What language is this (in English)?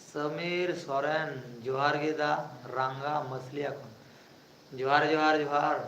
Santali